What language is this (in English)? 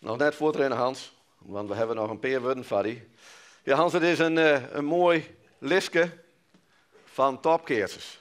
Western Frisian